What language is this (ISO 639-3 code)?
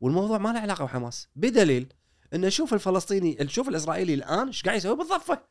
afb